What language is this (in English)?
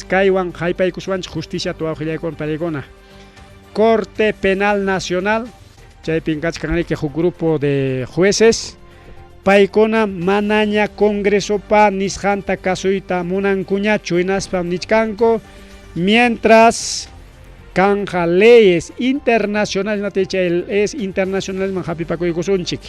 Ayacucho Quechua